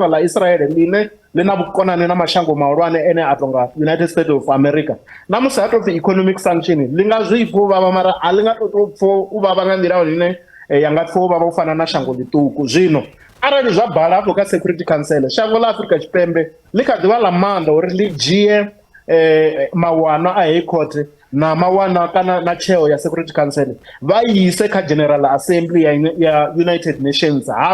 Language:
Venda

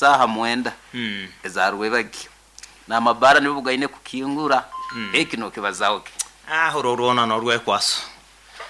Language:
Nyoro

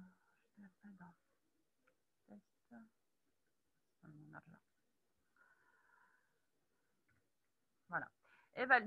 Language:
French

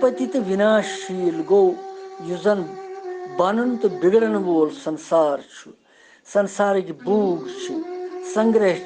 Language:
Kashmiri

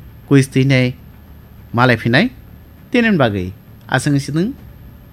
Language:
Kok Borok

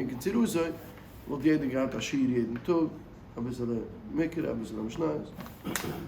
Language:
Yiddish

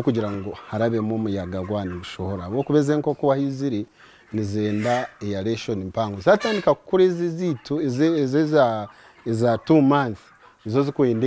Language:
Nyankole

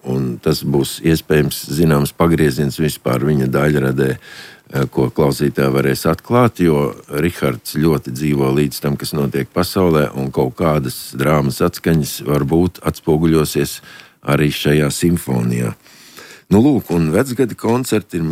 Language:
Latvian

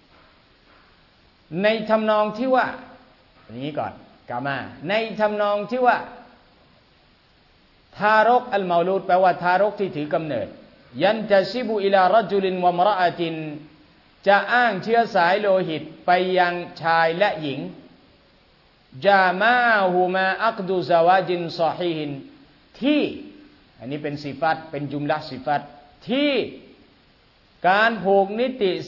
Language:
Thai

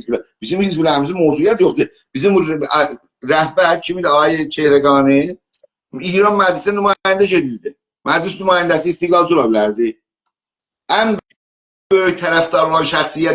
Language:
South Azerbaijani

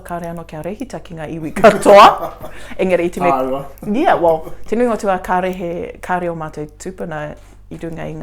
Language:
Māori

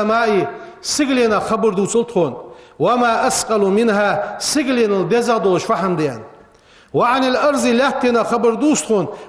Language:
Ingush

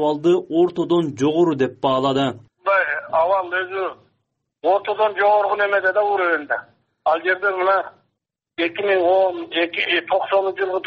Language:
Kyrgyz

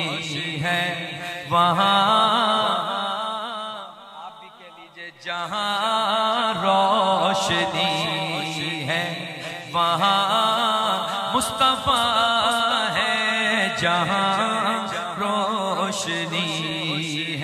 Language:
Urdu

